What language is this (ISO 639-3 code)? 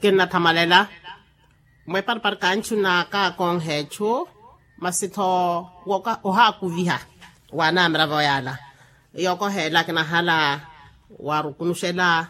vmw